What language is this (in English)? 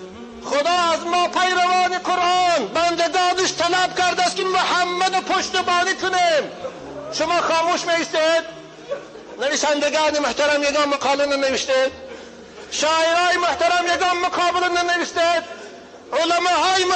Tajik